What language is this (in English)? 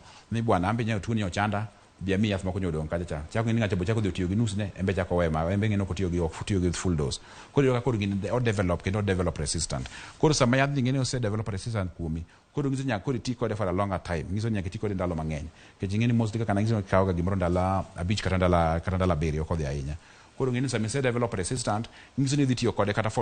Luo (Kenya and Tanzania)